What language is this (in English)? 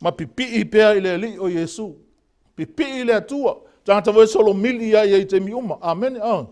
Samoan